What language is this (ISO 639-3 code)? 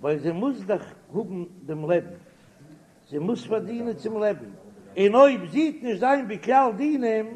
yid